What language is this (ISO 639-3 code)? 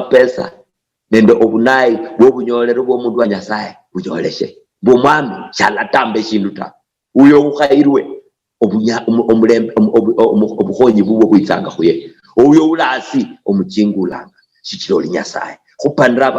luy